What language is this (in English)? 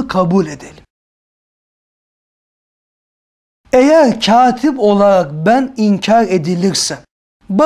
Turkish